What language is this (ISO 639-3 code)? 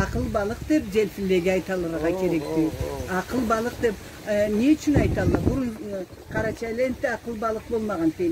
krc